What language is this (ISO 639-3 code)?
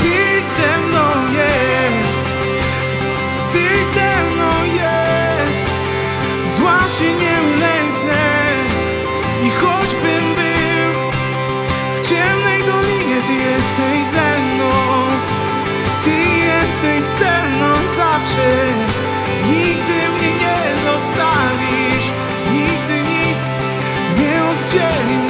pol